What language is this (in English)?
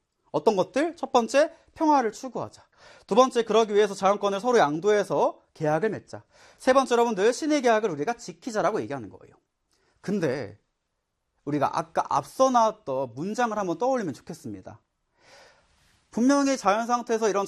Korean